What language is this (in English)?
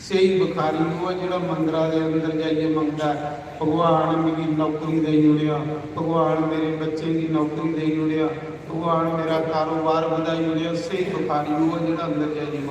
Dogri